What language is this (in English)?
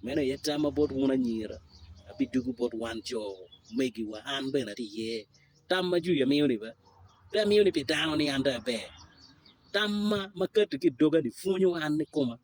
Acoli